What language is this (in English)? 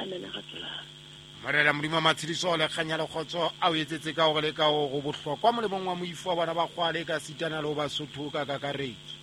Southern Sotho